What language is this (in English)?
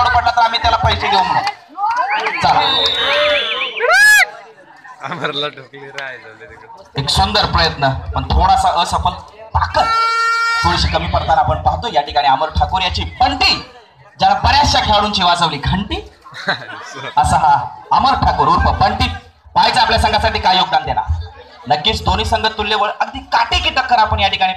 Marathi